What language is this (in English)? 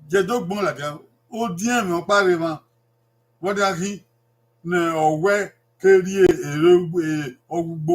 Bini